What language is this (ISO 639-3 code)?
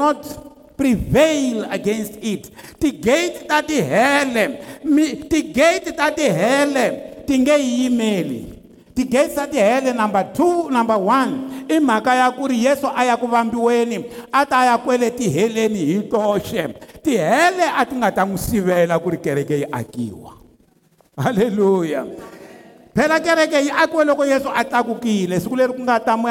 tso